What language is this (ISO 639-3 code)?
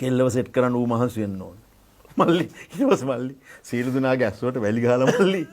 sin